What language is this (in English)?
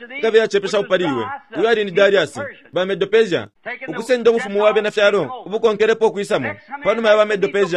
Bemba